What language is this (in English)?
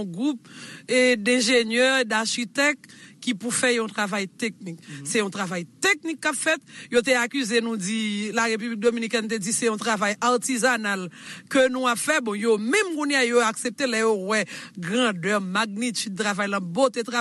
Haitian Creole